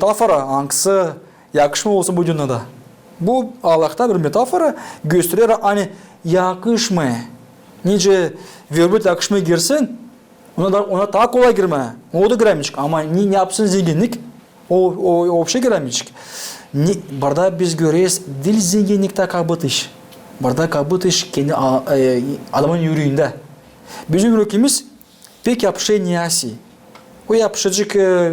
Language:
Gagauz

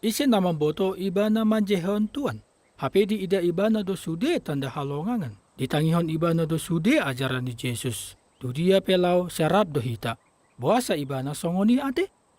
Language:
Batak Toba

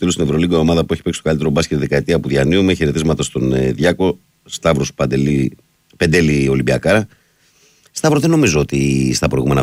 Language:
Greek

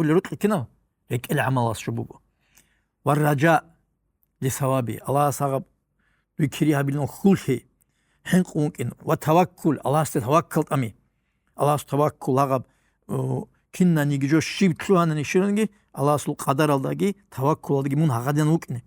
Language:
Avaric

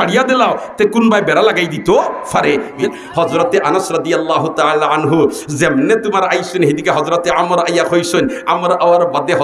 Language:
Sylheti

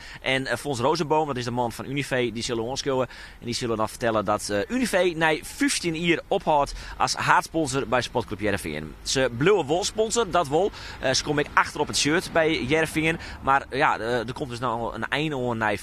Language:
Western Frisian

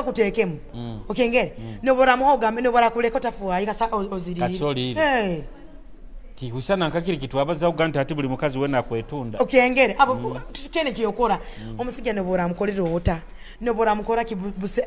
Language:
Nyoro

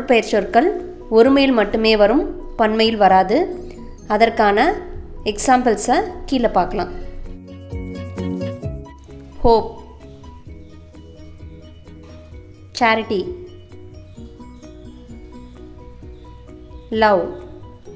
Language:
Tamil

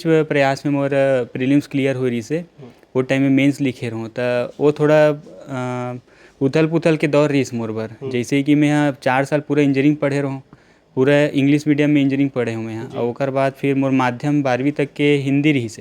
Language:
Chhattisgarhi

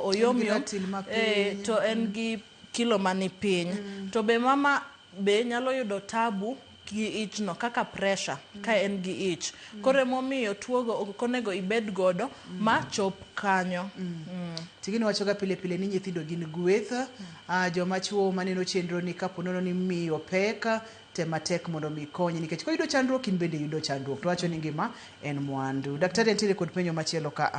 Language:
Luo (Kenya and Tanzania)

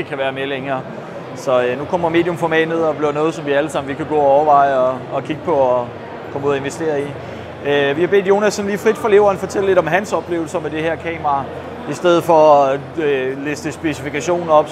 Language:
Danish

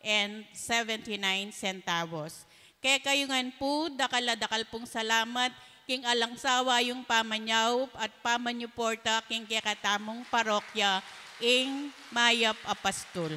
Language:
Pampanga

